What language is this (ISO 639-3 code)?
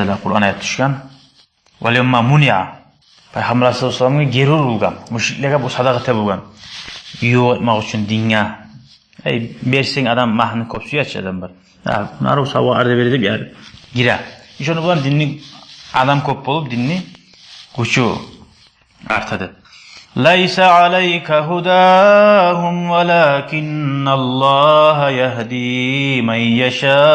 kum